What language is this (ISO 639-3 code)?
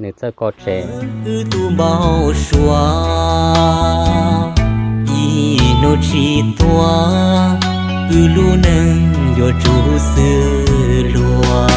hmn